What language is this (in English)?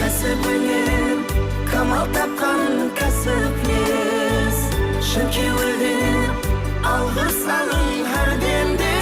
Kara-Kalpak